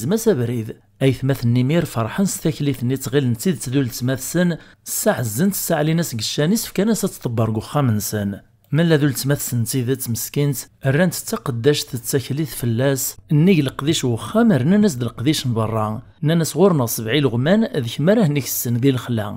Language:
Kabyle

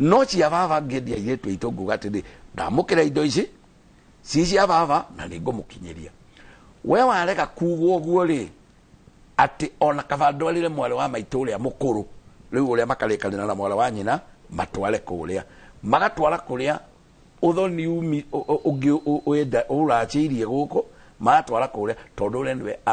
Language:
Kikuyu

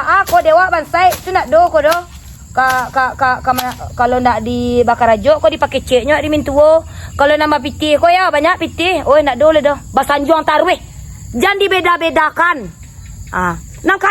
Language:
Minangkabau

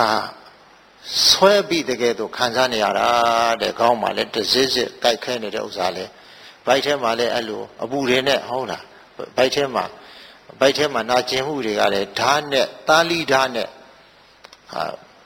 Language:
Burmese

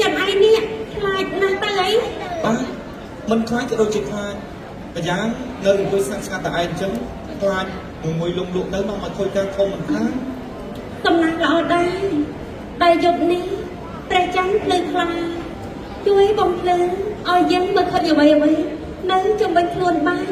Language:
Khmer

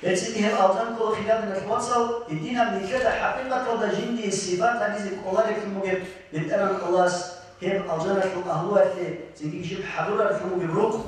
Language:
Avaric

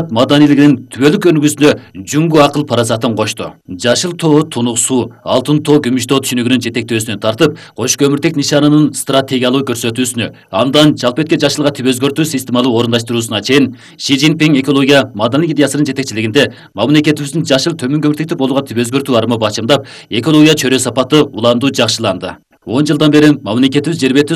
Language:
Kyrgyz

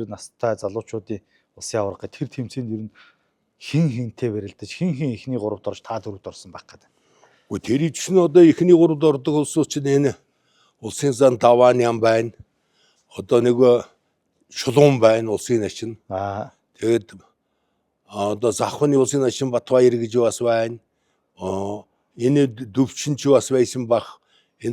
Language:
Mongolian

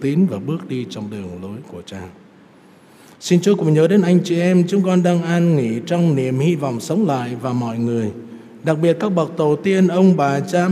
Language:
Vietnamese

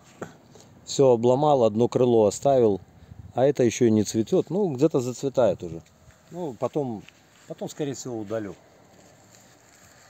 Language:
Russian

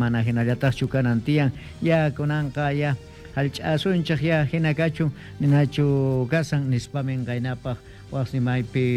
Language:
Quechua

